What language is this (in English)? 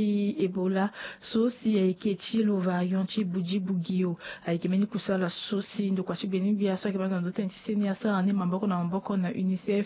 Sango